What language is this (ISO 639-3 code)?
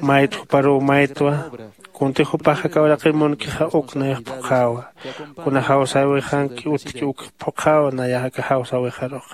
aym